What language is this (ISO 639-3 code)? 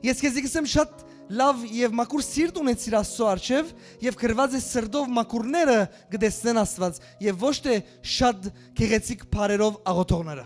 hyw